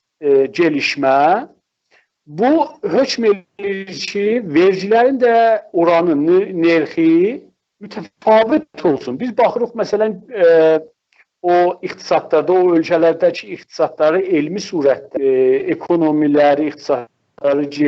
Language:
South Azerbaijani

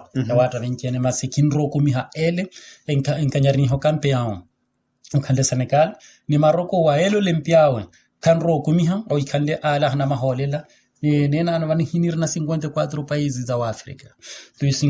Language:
Makhuwa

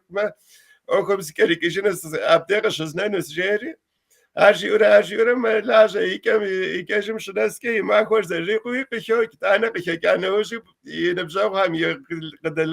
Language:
Kabardian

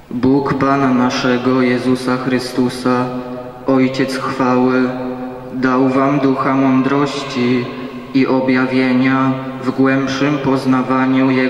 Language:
Polish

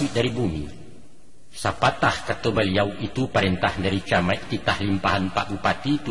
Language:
Minangkabau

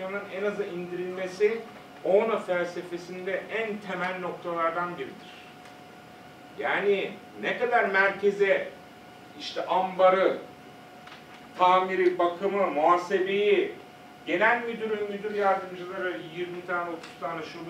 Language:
Turkish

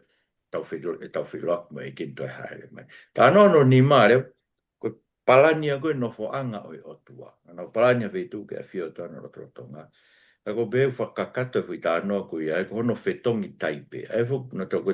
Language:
Tongan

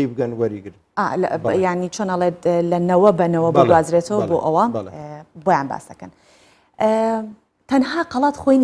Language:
Central Kurdish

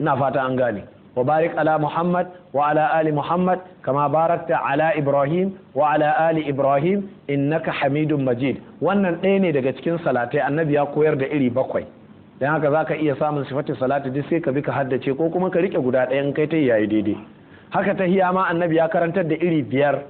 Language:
Hausa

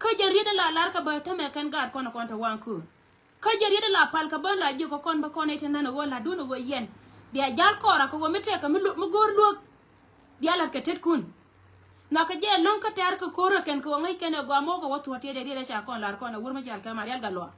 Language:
Nuer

